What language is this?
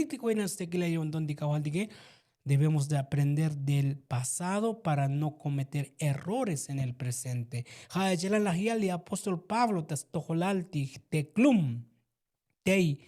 Tzotzil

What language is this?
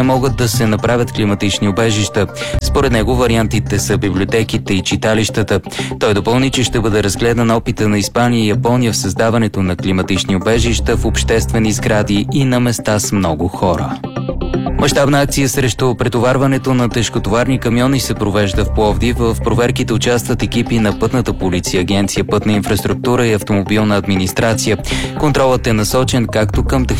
Bulgarian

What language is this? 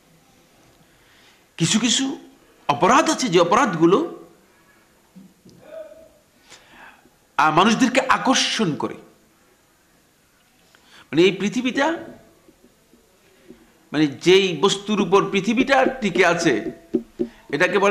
Bangla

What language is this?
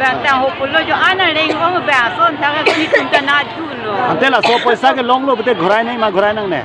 Karbi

